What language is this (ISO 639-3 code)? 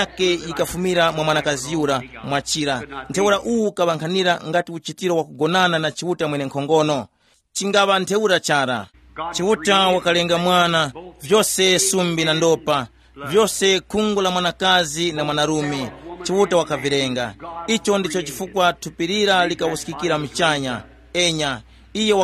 tum